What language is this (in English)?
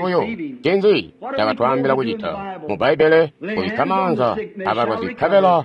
Tonga (Zambia)